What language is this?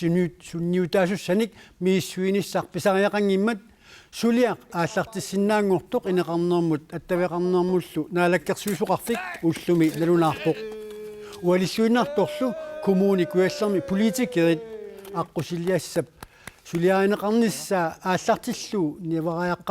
Kalaallisut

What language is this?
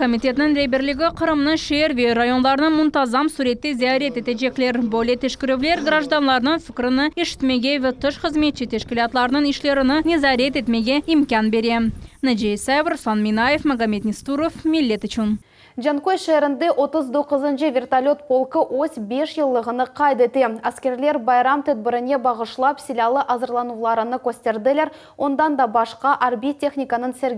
Crimean Tatar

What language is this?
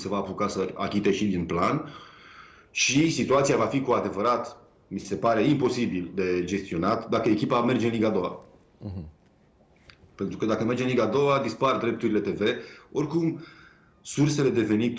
Romanian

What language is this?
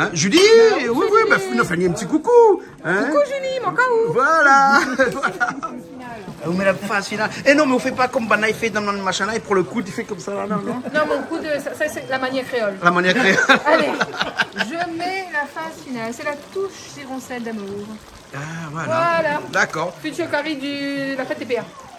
Réunion Creole French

